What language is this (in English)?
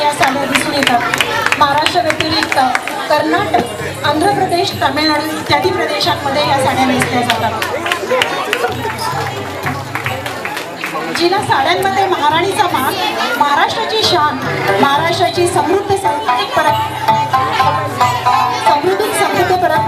Marathi